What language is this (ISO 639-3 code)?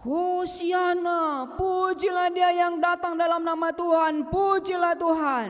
btx